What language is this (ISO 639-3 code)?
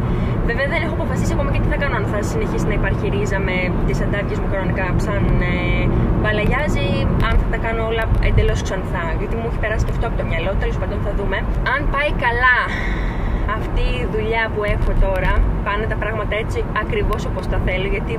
ell